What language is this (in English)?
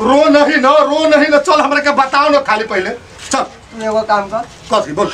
Bhojpuri